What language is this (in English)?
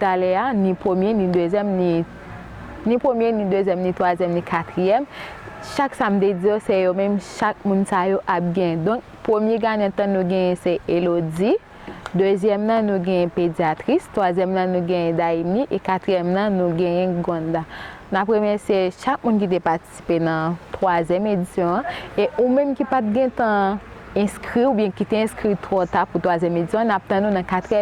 Haitian Creole